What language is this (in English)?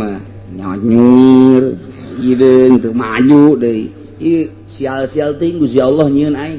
Sundanese